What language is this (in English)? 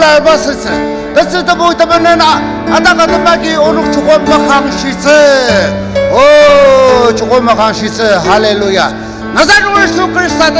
Ao Naga